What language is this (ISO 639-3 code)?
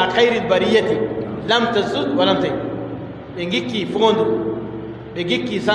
fub